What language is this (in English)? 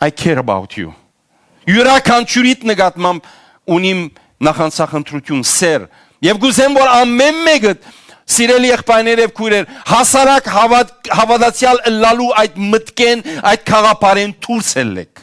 Western Armenian